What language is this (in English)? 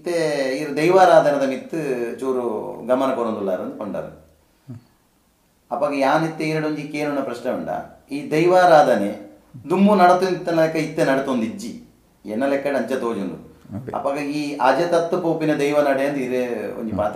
Tulu